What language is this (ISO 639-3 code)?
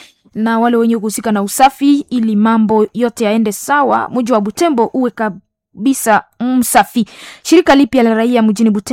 swa